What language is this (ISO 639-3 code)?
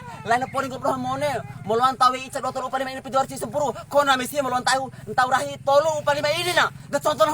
bhp